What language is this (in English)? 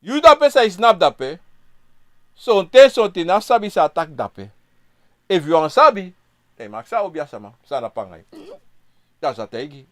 Sranan Tongo